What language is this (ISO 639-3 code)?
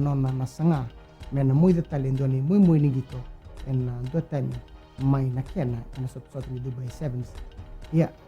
fij